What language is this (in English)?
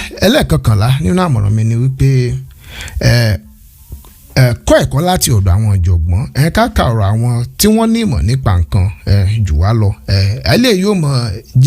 Yoruba